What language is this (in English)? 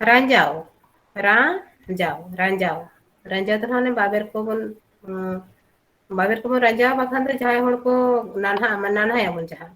Santali